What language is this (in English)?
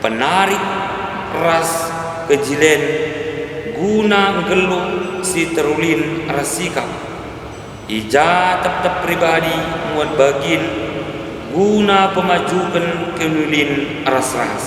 Batak Karo